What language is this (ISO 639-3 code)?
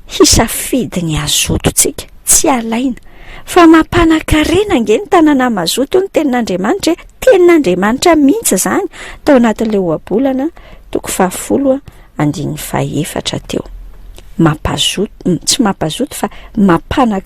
mlg